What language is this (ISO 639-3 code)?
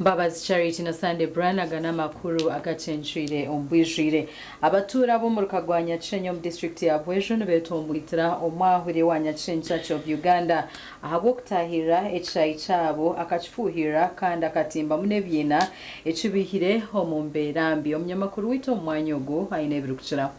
nyn